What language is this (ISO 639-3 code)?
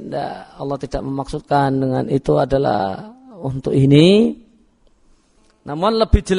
ind